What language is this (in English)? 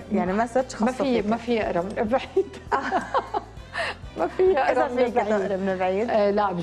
North Levantine Arabic